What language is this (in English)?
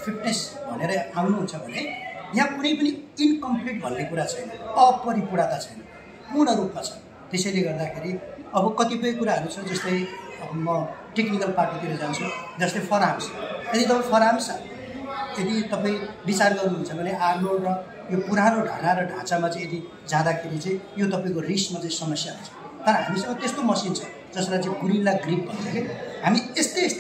Nepali